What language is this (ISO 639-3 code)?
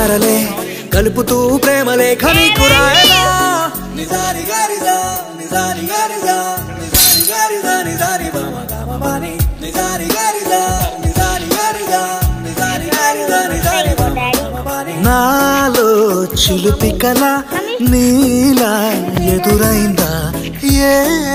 tel